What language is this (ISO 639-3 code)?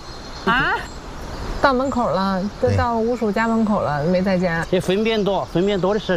zho